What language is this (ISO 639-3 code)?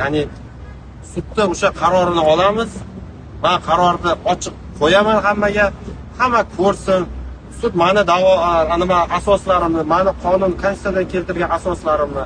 uzb